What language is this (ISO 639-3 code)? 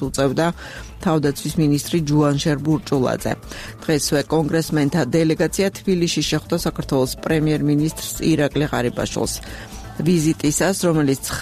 kat